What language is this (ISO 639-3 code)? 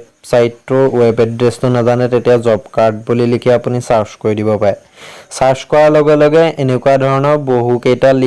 asm